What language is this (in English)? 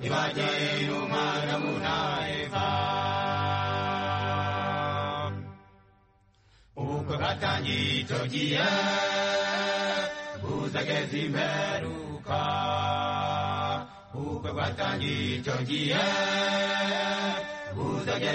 Kinyarwanda